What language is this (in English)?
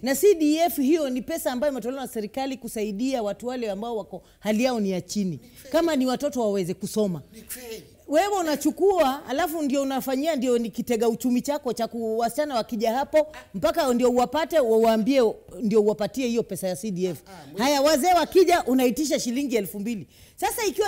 Swahili